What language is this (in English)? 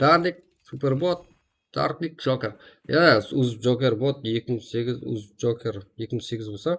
Kara-Kalpak